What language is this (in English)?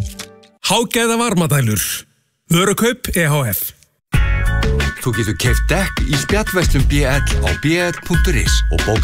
Icelandic